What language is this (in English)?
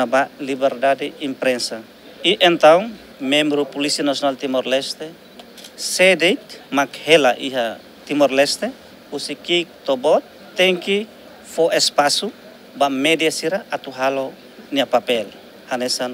Tetum